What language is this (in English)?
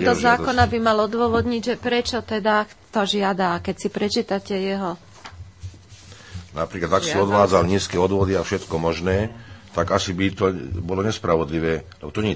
Slovak